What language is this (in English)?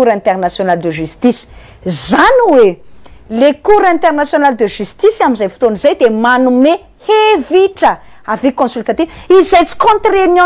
Malagasy